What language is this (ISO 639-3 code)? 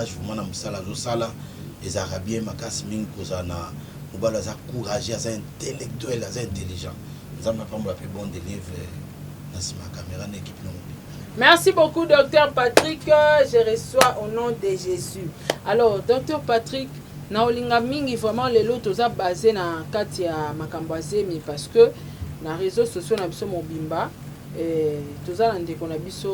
lin